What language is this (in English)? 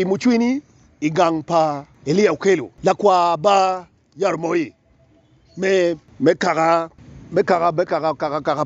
Acoli